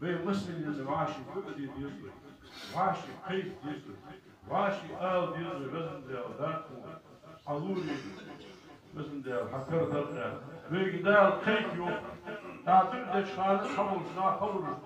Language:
Ingush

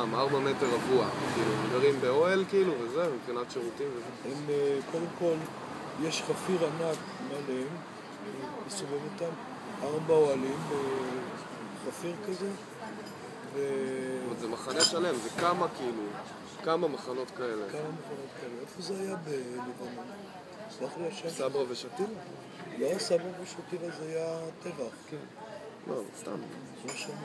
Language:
Hebrew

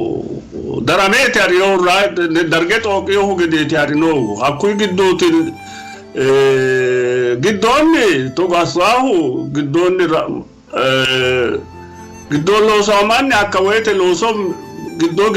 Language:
Sidamo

